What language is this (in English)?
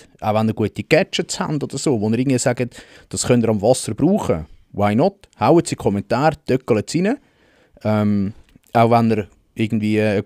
Swiss German